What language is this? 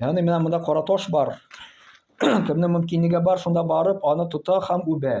Tatar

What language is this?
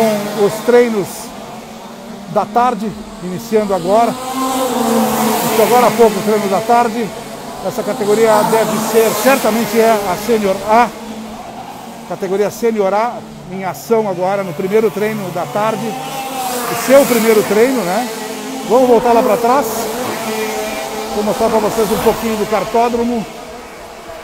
Portuguese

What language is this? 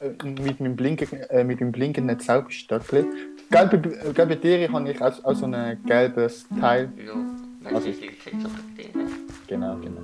Swiss German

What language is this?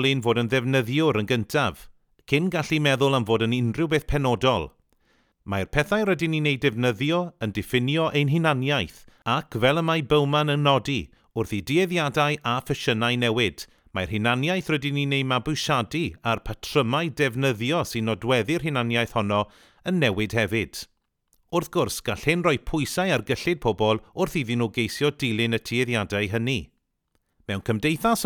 Welsh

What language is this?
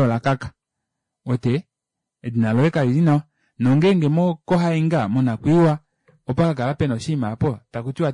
Kuanyama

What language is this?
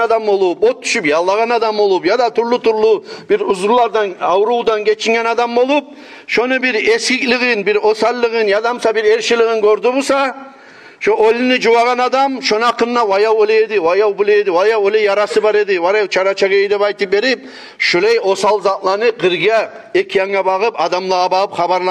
Kumyk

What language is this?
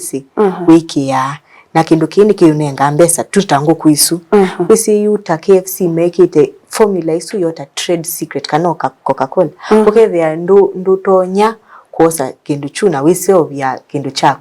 Kamba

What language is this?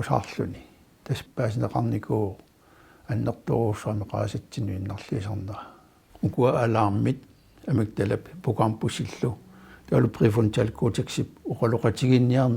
Kalaallisut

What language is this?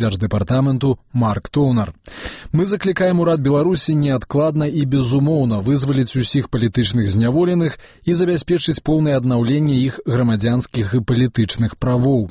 Belarusian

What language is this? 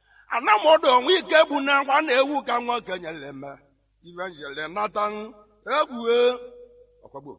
Igbo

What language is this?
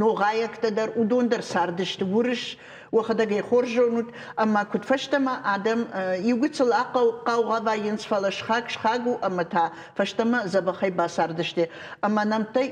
Ossetic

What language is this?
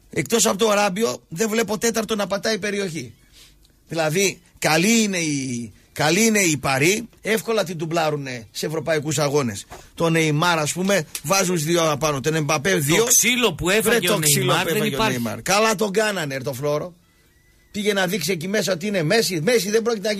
Greek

